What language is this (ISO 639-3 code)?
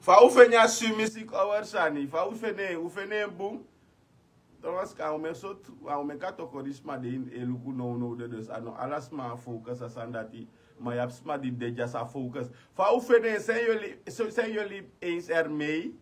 srn